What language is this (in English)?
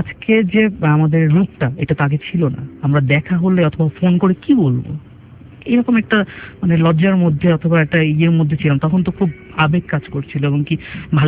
Bangla